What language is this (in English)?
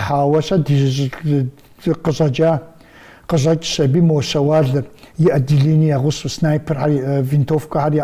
Kabardian